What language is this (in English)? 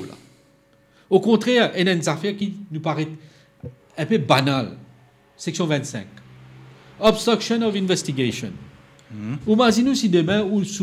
Morisyen